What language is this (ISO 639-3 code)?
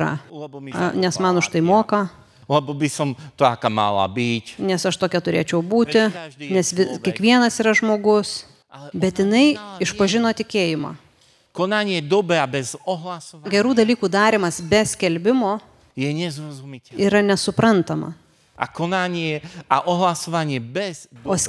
lit